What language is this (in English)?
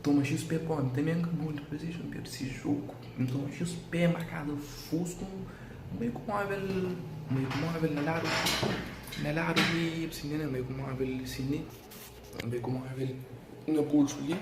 Kabuverdianu